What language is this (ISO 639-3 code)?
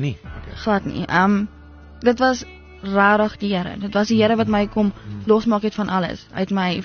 afr